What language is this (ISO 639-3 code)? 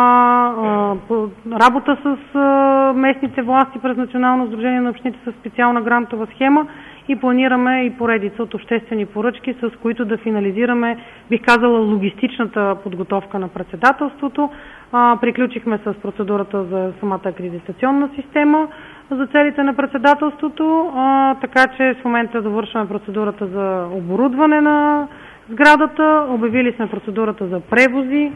bul